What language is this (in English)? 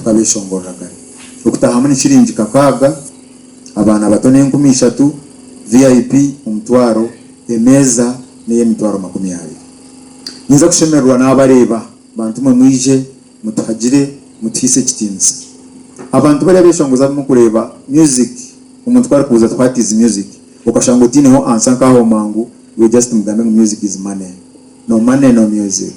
Nyankole